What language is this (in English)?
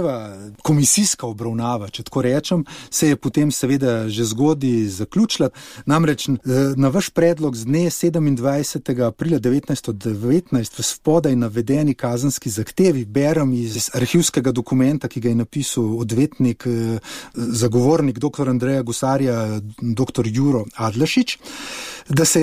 Slovenian